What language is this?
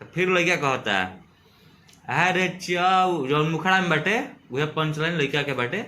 Bhojpuri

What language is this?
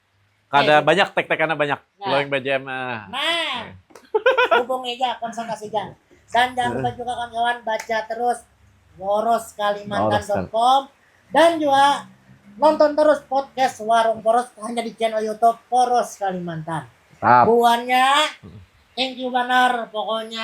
Banjar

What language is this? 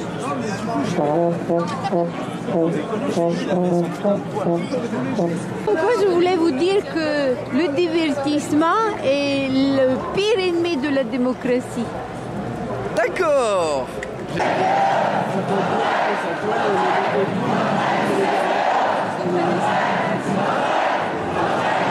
French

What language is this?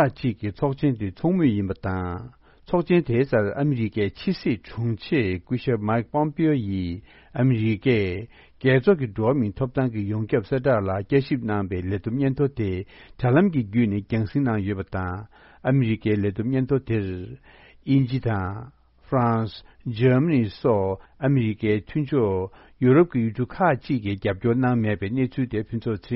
Tibetan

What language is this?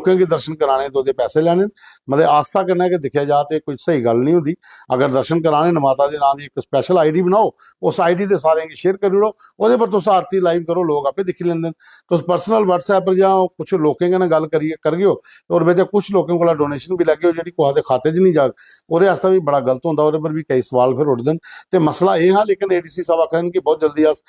Dogri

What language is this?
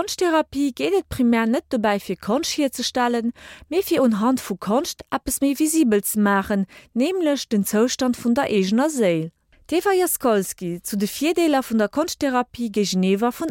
Luxembourgish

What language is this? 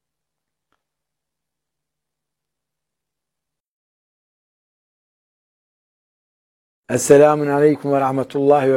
Turkish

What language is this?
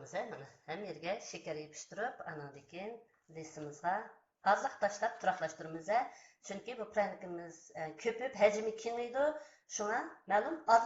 Uyghur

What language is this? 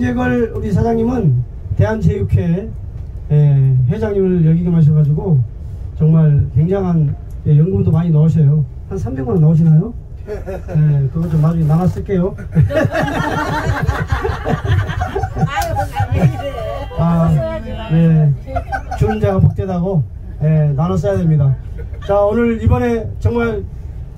Korean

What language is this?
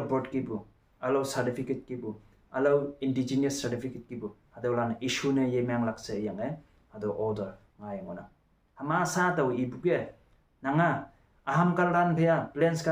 Konyak Naga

